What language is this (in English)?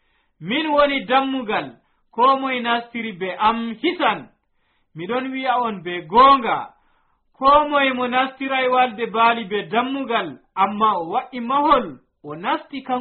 Nigerian Fulfulde